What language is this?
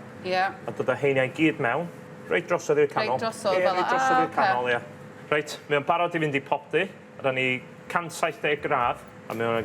Welsh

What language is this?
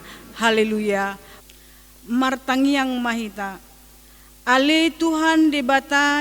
Batak Toba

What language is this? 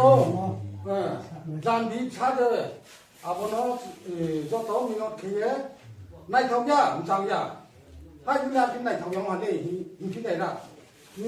Riang (India)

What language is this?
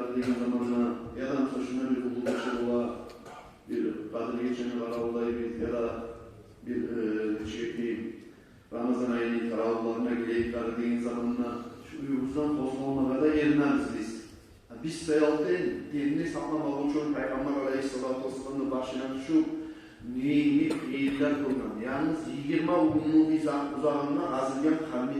Kumyk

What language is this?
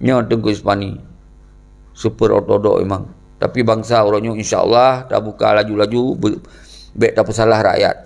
Achinese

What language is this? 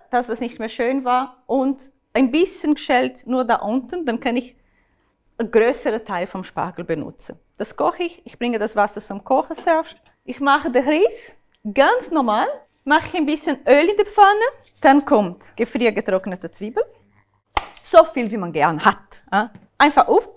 Swiss German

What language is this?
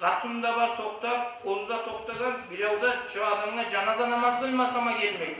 Kumyk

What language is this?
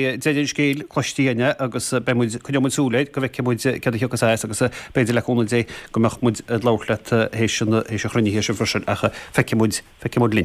Irish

